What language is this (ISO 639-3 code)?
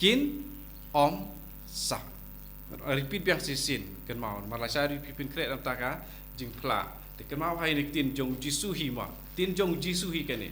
kha